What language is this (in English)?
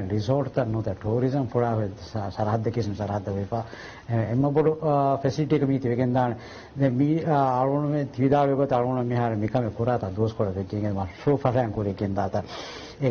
Divehi